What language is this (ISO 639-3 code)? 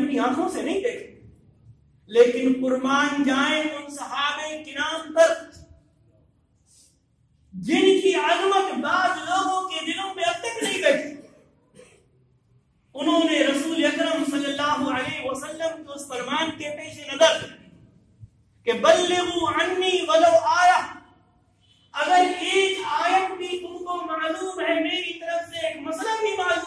urd